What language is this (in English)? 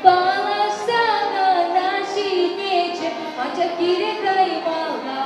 Chuvash